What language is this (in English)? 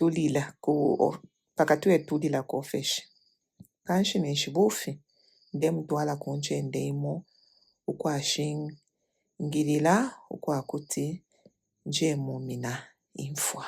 Bemba